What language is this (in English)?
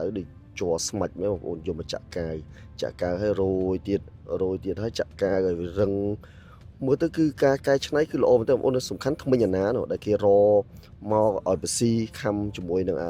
Khmer